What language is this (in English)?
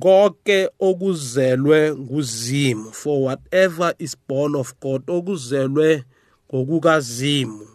South Ndebele